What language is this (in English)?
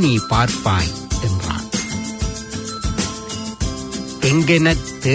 Tamil